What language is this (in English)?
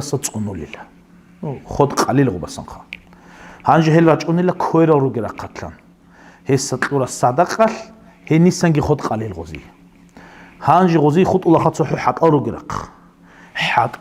Avaric